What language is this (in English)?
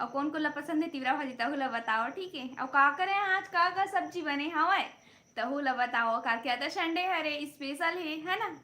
Chhattisgarhi